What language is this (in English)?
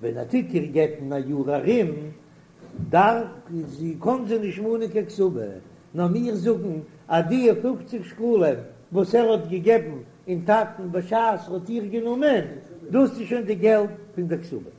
Yiddish